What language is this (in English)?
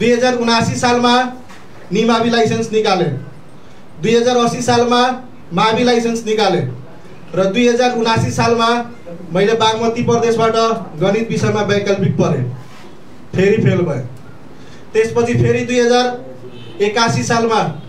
Nepali